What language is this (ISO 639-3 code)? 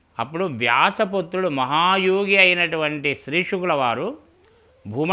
tel